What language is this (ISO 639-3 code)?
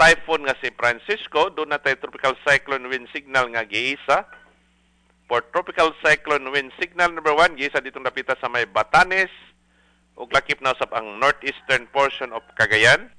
ceb